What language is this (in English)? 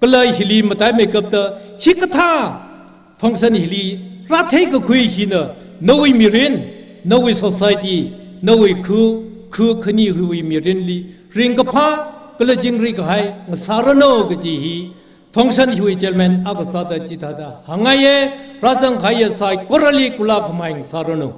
Tangkhul Naga (India)